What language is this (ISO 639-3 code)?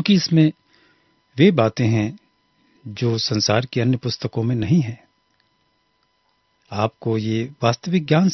hin